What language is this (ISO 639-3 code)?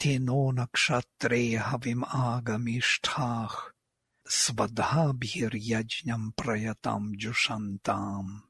san